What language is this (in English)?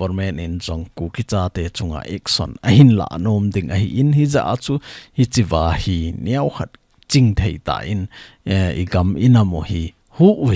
Thado Chin